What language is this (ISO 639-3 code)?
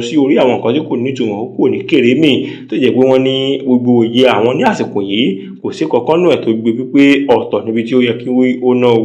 yor